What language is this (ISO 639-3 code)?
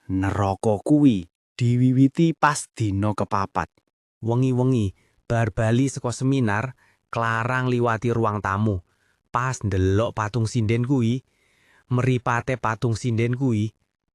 jav